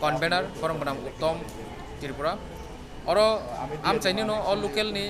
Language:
Kok Borok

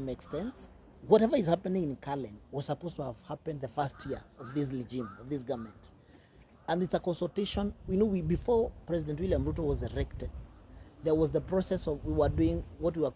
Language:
Kikuyu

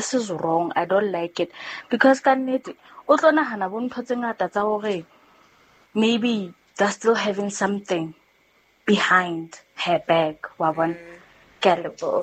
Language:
Southern Sotho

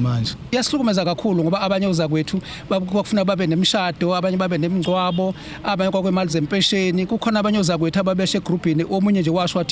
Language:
Zulu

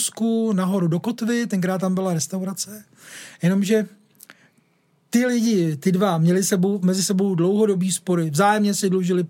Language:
Czech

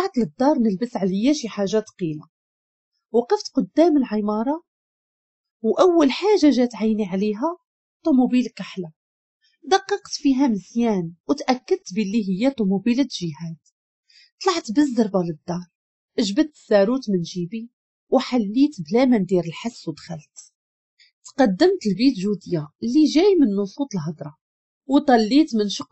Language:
Moroccan Arabic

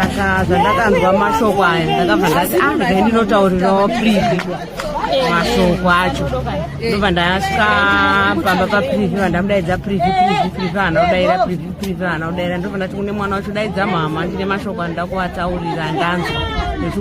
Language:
Shona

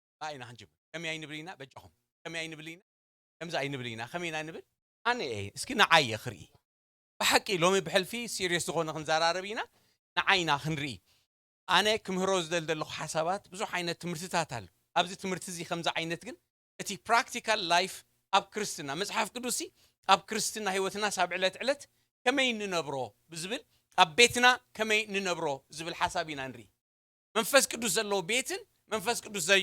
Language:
Tigrinya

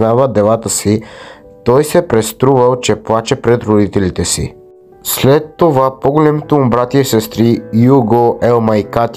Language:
Bulgarian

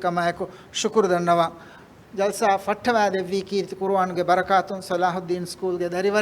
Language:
Divehi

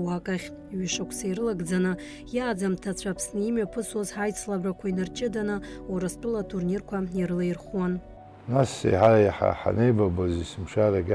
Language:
Abkhazian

